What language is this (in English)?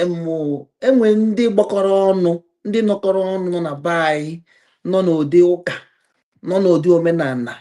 Igbo